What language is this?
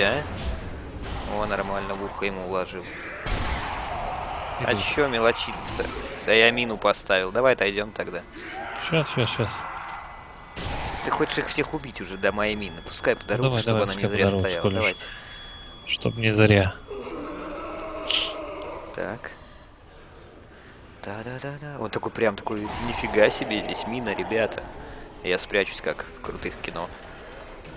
Russian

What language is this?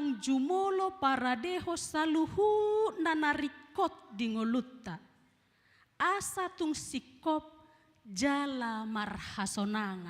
Batak Toba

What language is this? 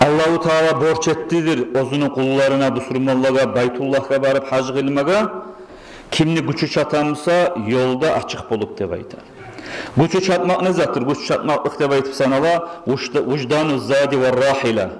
Kumyk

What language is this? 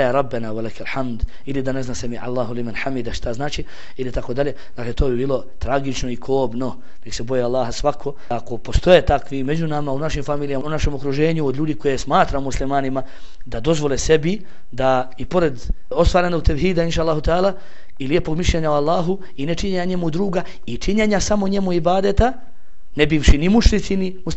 Bosnian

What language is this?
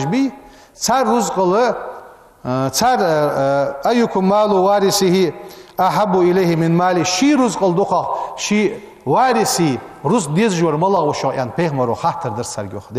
Ingush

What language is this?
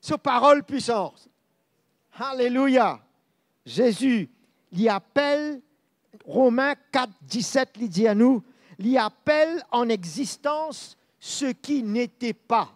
Morisyen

